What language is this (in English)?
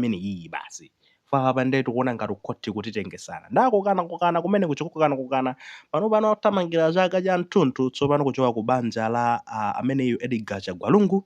Nyanja